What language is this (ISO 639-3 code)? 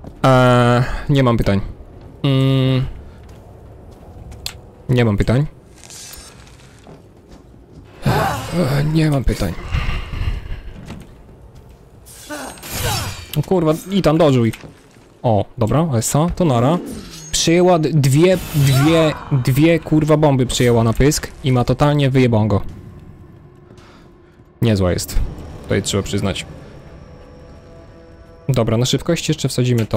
pol